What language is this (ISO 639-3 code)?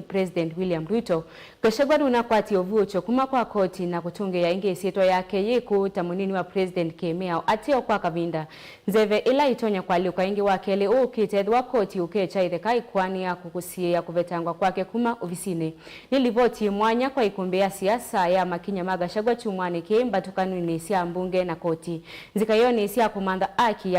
kam